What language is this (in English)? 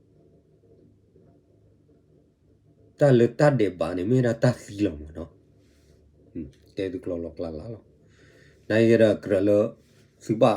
S'gaw Karen